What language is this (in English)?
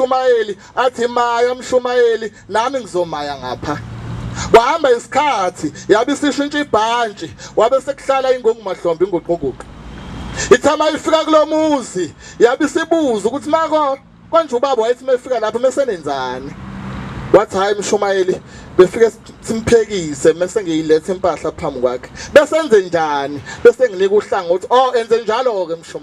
Zulu